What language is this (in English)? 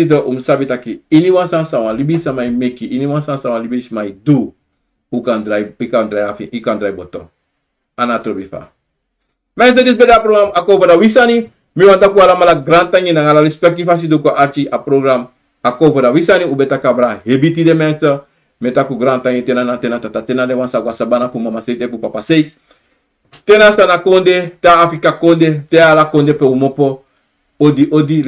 Sranan Tongo